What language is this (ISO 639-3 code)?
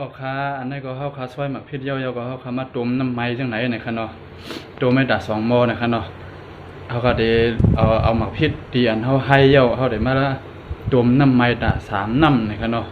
shn